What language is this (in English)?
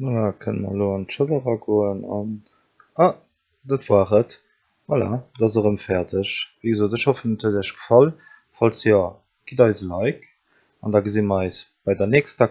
Luxembourgish